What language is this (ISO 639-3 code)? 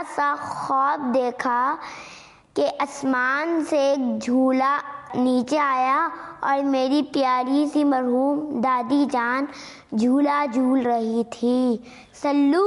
urd